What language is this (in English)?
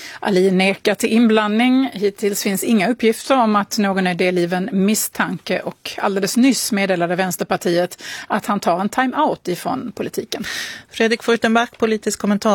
Swedish